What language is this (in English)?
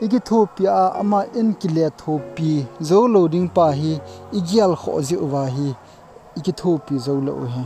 Thado Chin